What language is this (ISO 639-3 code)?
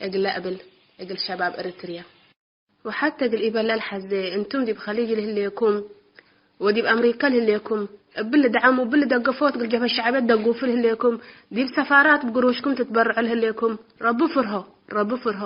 tig